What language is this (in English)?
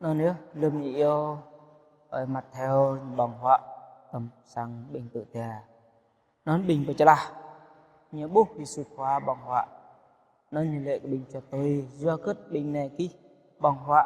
Jarai